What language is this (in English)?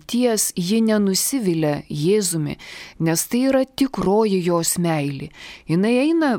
Lithuanian